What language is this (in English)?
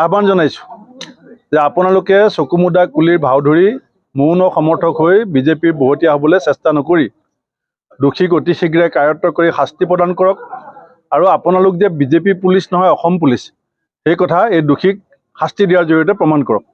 Assamese